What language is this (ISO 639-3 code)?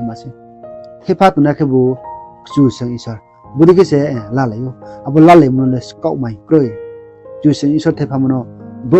ria